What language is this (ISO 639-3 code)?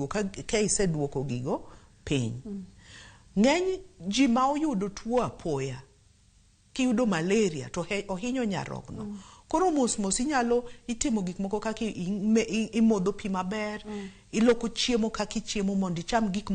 luo